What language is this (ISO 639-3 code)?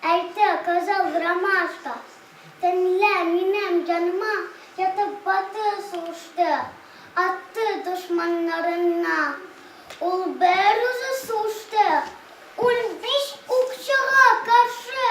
tat